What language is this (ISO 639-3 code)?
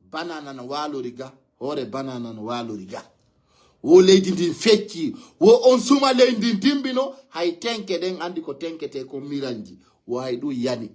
ful